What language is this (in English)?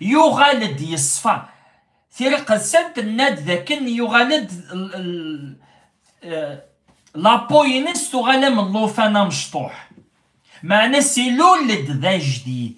Kabyle